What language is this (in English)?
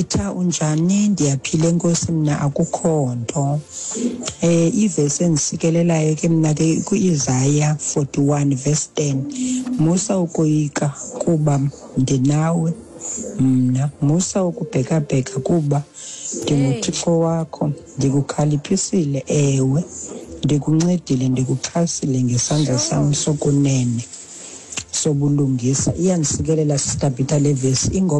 Xhosa